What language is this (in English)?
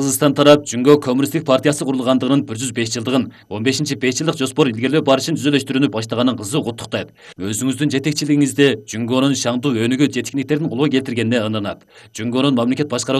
Kyrgyz